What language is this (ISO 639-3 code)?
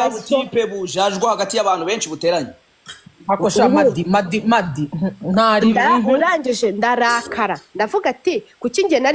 kin